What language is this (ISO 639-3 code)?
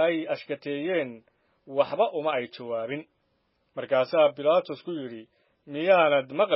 som